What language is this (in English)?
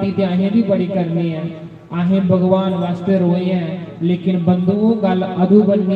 Dogri